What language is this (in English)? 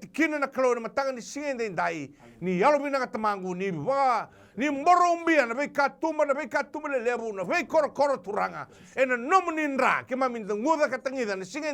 Fijian